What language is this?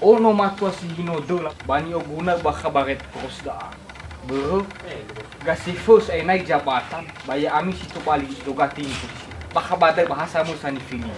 Nias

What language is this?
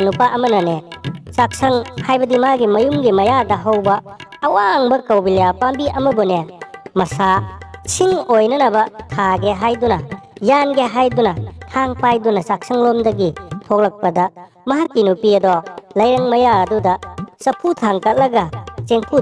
Manipuri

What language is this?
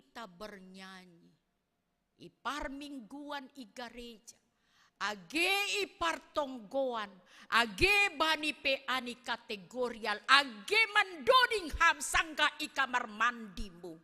Batak Simalungun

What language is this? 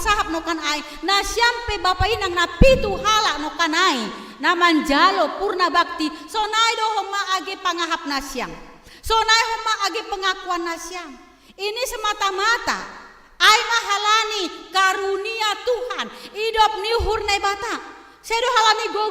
Batak Simalungun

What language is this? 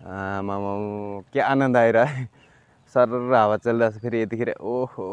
Nepali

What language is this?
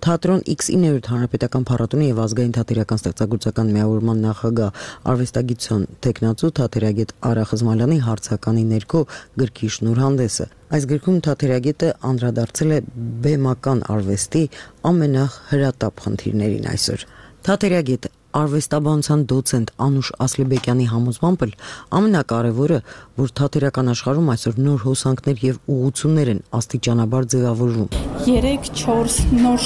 Armenian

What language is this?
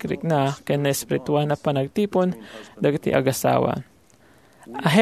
Iloko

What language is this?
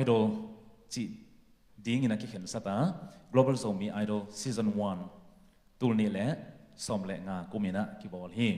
Tedim Chin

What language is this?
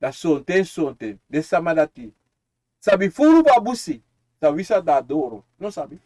Sranan Tongo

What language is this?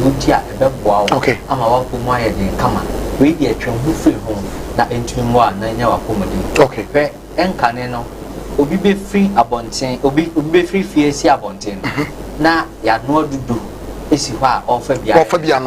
Akan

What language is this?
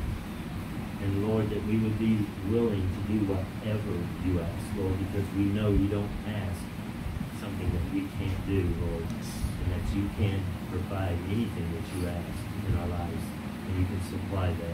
English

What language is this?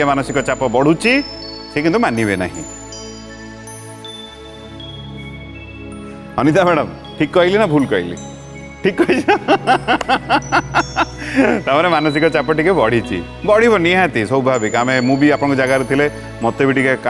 Odia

